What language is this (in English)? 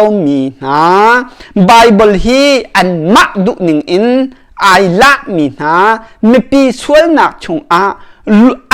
Hakha Chin